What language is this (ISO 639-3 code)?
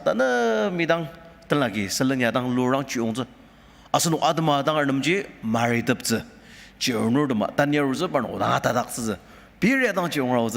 njo